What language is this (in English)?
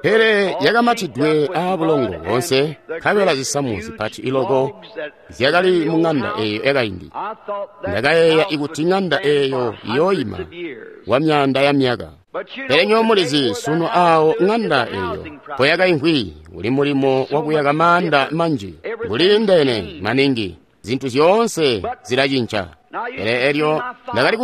Tonga (Zambia)